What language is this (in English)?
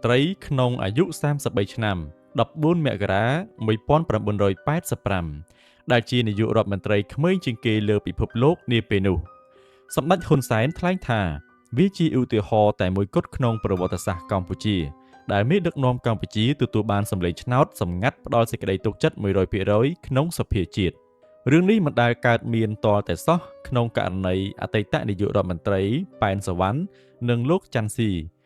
Khmer